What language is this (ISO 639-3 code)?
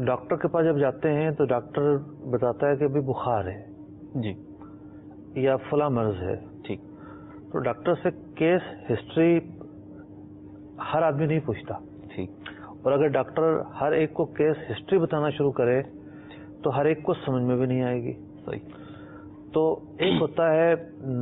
urd